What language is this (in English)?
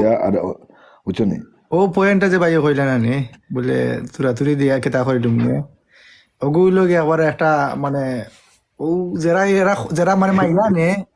Sylheti